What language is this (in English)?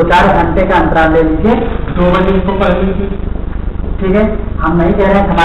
Hindi